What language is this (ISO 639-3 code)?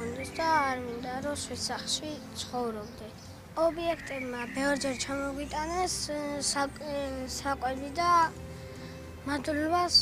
kat